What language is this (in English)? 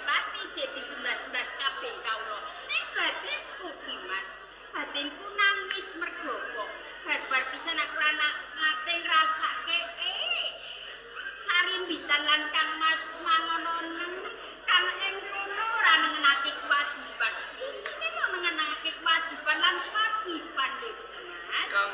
Javanese